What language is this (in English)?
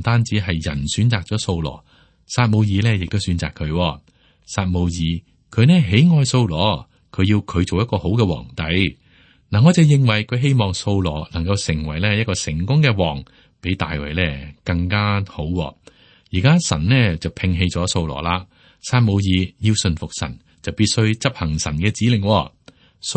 Cantonese